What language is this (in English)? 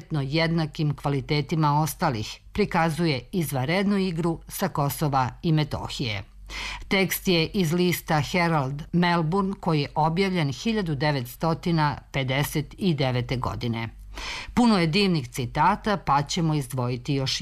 Serbian